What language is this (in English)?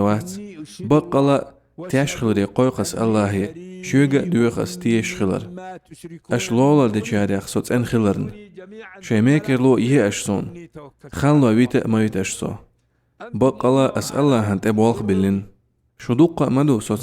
Chechen